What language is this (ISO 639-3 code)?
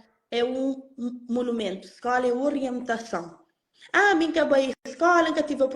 kea